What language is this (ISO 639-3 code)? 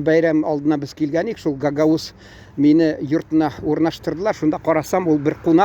tat